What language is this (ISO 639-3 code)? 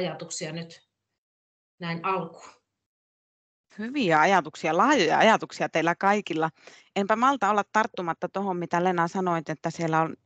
fin